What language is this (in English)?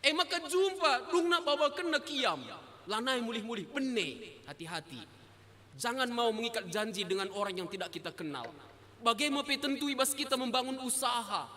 Batak Karo